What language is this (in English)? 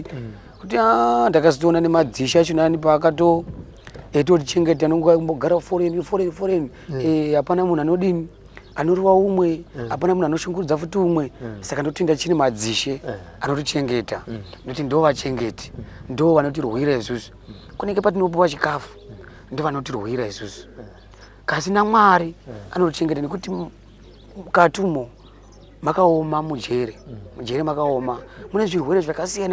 Shona